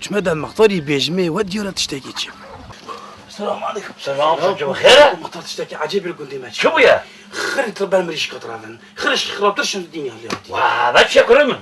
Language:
Kurdish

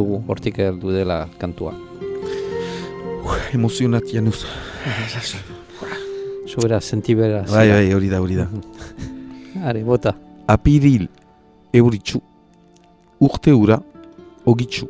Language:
Basque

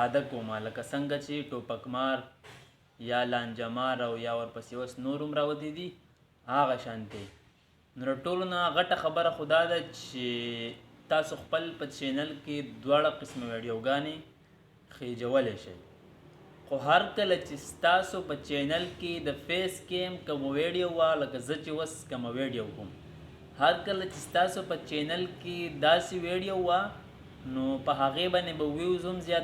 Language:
Pashto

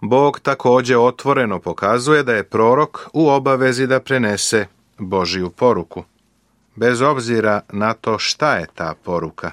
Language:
Serbian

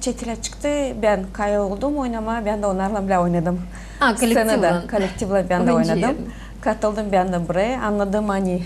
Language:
Gagauz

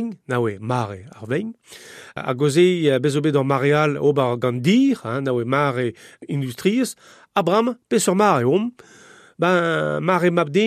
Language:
Breton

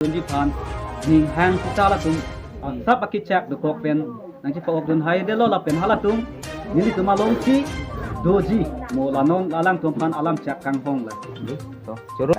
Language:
Karbi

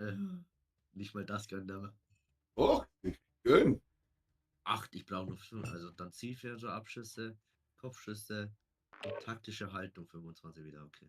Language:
Bavarian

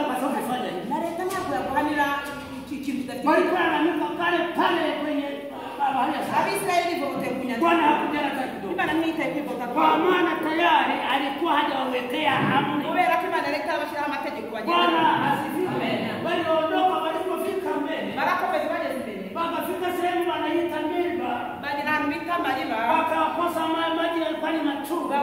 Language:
Kinyarwanda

